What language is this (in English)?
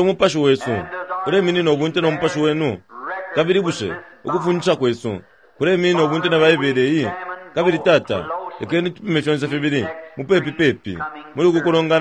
Bemba